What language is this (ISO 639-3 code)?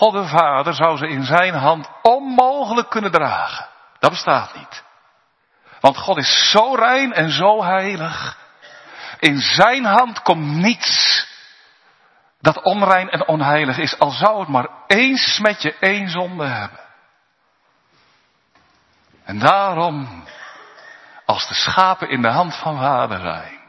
nld